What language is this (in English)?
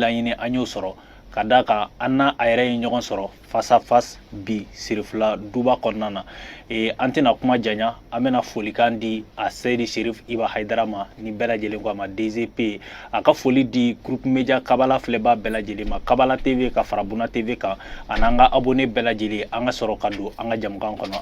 Bambara